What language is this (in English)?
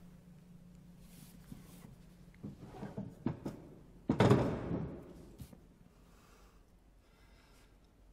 Turkish